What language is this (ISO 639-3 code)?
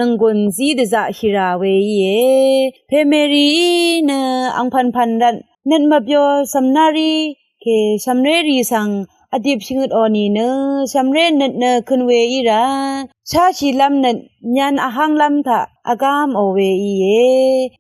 raw